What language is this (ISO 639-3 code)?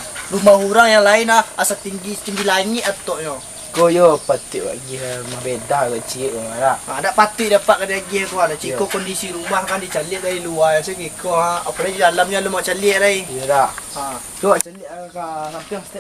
min